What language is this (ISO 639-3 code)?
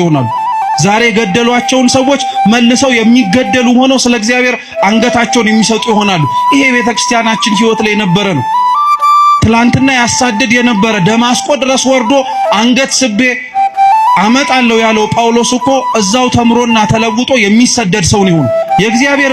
amh